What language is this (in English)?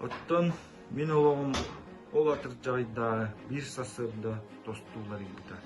Yakut